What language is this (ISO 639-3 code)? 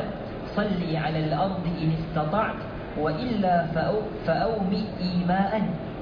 ara